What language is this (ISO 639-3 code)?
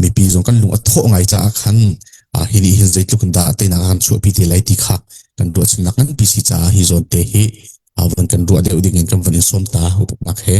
cfm